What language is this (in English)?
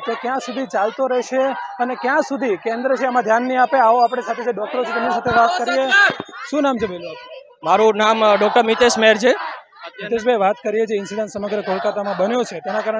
Gujarati